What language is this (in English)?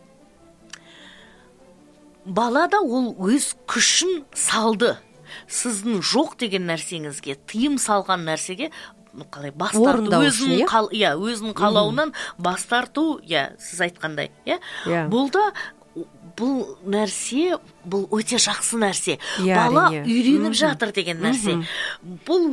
Kazakh